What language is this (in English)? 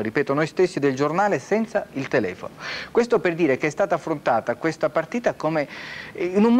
Italian